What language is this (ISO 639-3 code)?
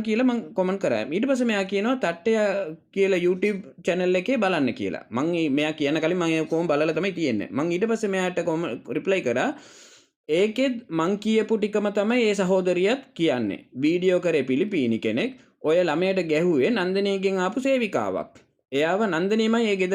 sin